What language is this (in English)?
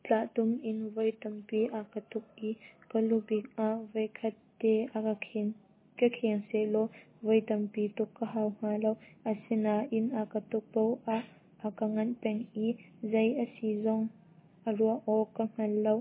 Hakha Chin